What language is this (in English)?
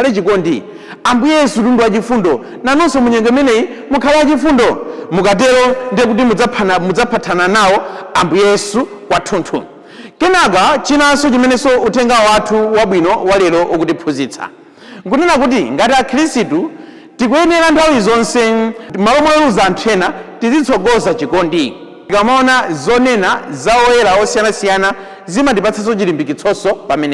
Nyanja